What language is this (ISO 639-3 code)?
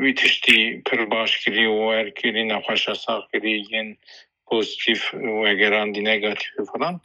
kur